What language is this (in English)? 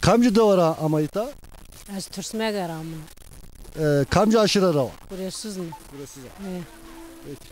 Zaza